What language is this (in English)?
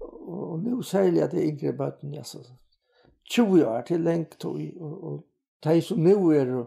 Faroese